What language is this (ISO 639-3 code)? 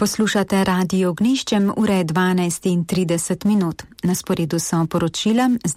slv